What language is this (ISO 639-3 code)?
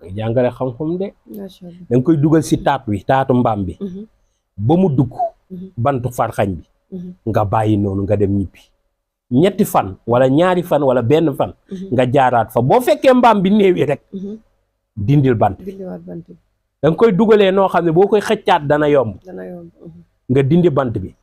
wol